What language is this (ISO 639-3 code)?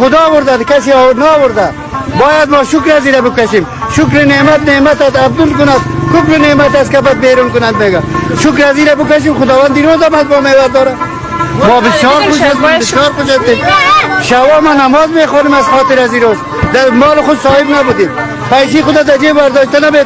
fas